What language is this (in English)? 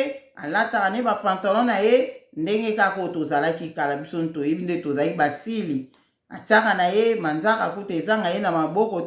Lingala